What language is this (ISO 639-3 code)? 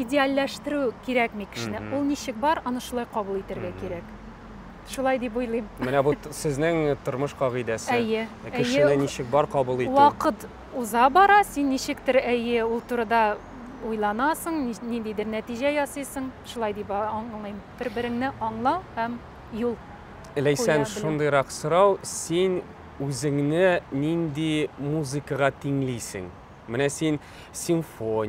tat